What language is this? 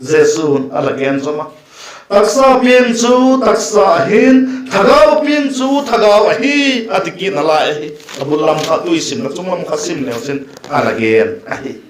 Vaiphei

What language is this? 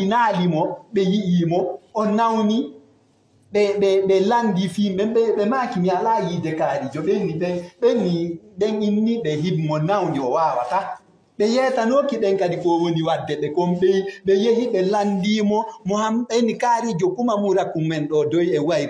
Fula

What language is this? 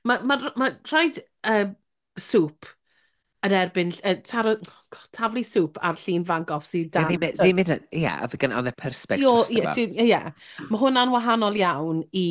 Welsh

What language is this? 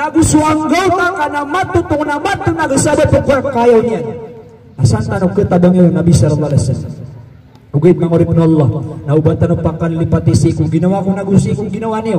Maranao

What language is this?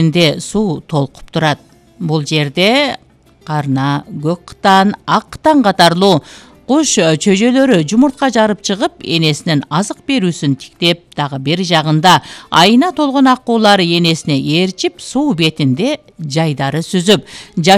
Kyrgyz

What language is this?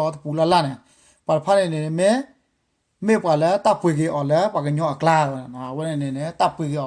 S'gaw Karen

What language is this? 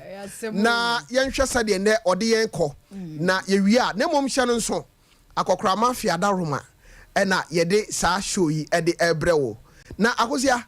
Akan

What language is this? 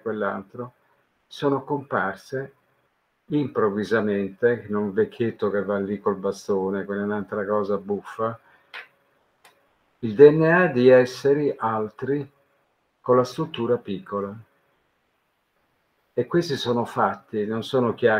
Italian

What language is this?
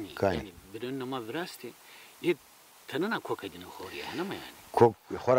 Zaza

